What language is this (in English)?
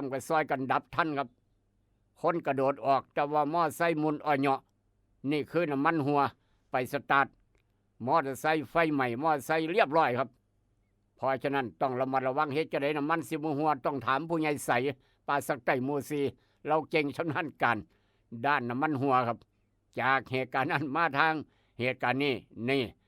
Northeastern Thai